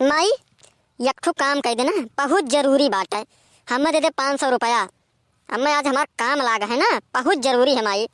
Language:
Awadhi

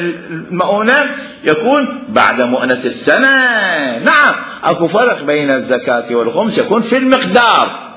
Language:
Mesopotamian Arabic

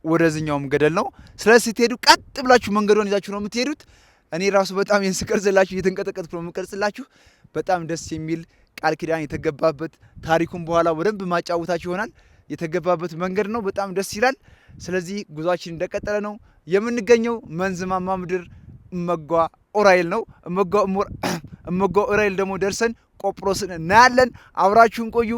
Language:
Amharic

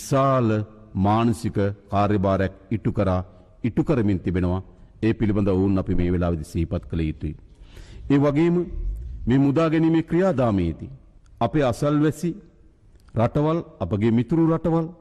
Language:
Sinhala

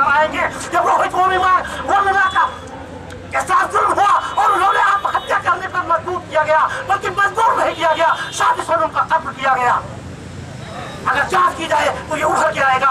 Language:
Hindi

